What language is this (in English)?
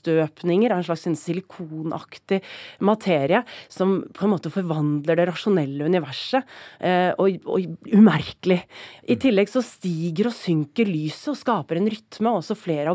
Norwegian